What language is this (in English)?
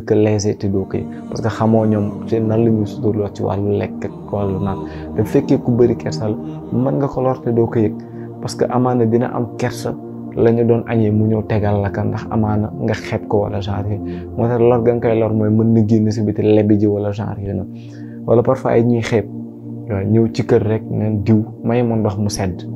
Wolof